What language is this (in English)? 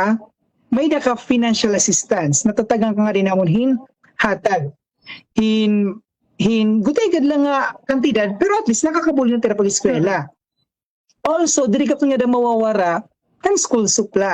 Waray